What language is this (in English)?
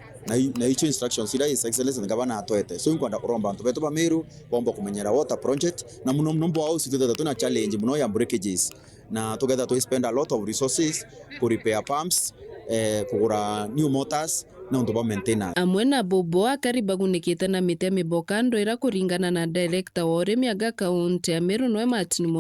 Meru